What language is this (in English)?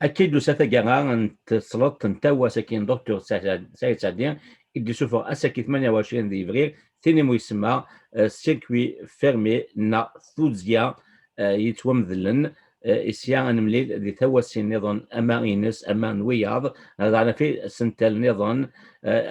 Kabyle